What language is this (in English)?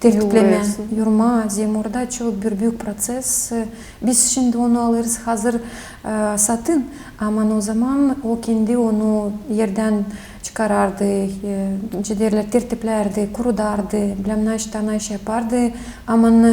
Gagauz